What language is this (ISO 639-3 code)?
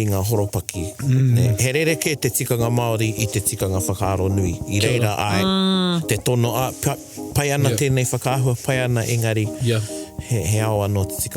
mri